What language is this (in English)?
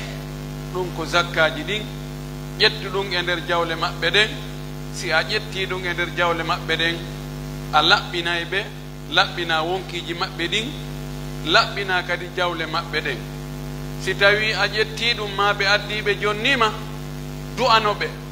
Pular